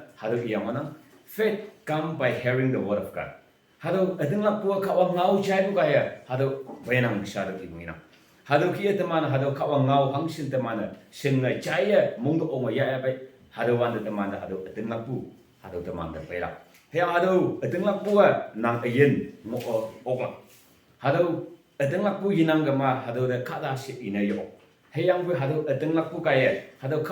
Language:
Konyak Naga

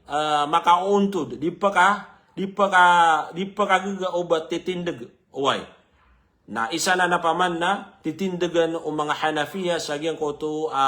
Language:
Maranao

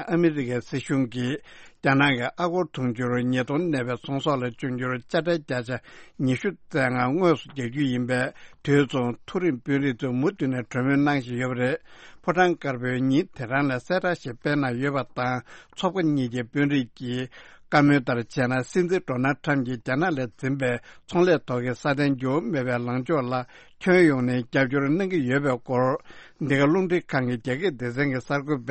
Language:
Tibetan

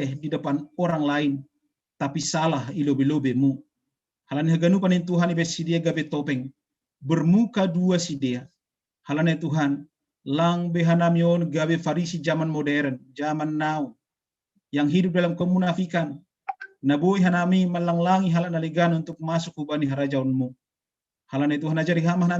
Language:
Batak Simalungun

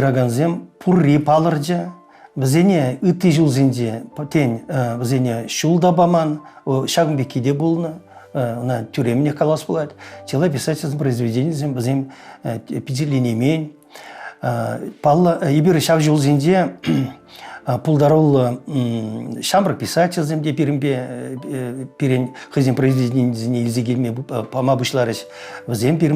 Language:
Chuvash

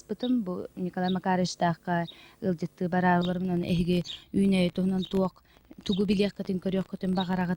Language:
Yakut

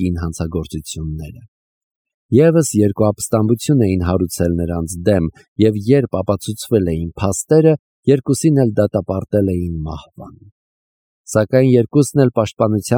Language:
Armenian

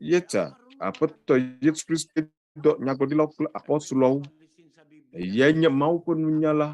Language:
Ewe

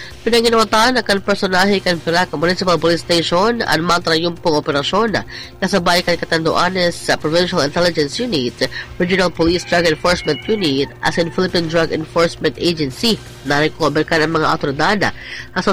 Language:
Bikol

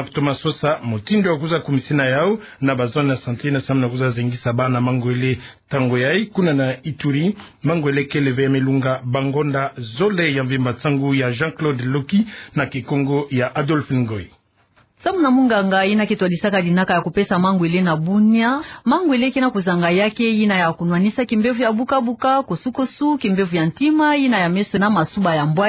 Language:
Kituba (Democratic Republic of Congo)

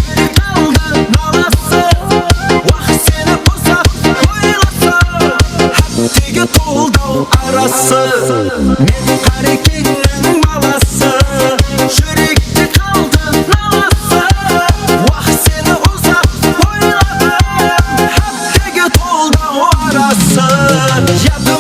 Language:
Kara-Kalpak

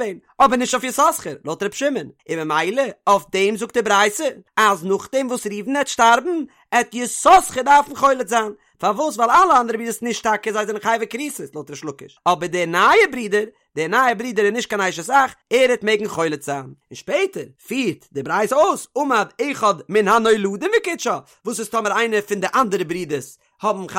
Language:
Yiddish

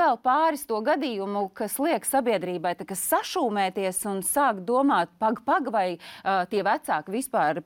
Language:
Latvian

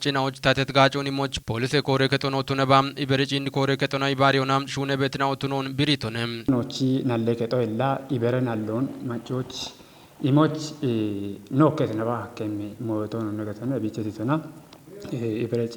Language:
Kafa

